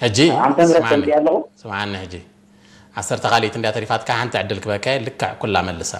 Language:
Tigrinya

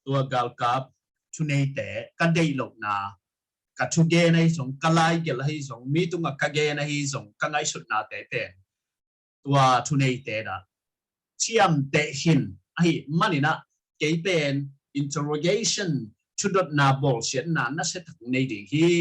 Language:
Tedim Chin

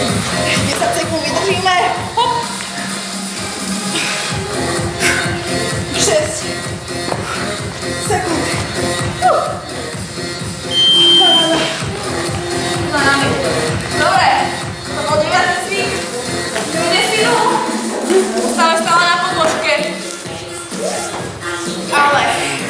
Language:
Slovak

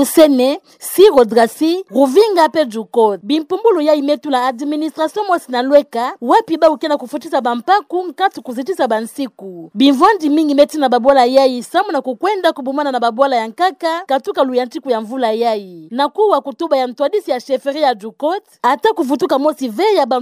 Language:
Kituba (Democratic Republic of Congo)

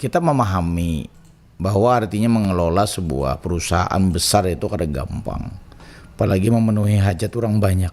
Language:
Banjar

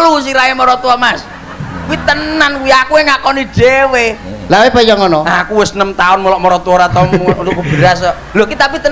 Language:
Javanese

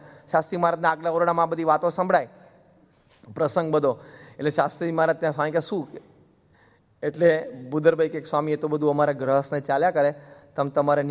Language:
Gujarati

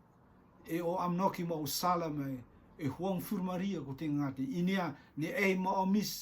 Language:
Rotuman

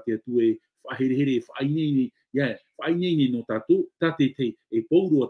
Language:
Tahitian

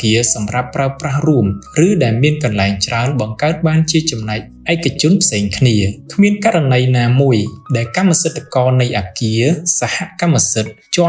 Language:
Khmer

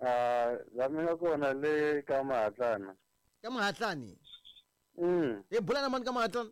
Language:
Tsonga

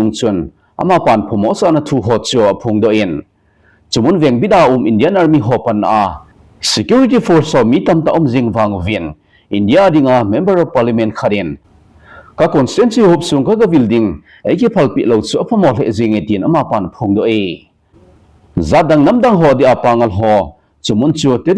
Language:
Thado Chin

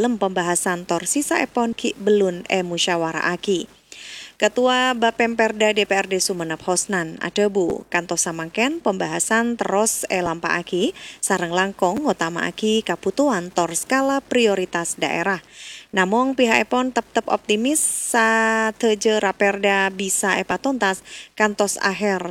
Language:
Madurese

